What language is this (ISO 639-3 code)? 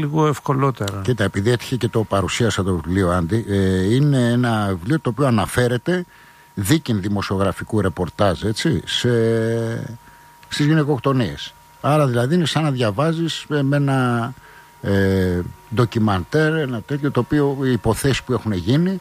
ell